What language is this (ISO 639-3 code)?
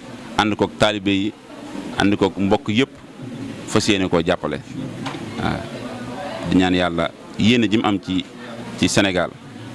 wol